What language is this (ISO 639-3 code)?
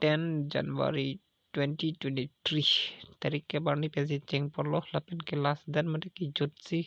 mjw